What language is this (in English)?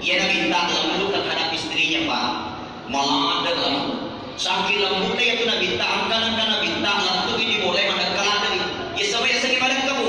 Buginese